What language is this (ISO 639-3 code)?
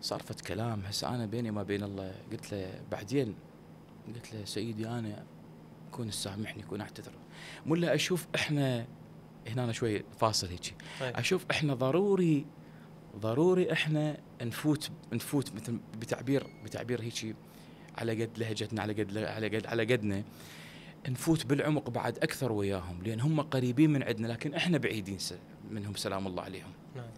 acm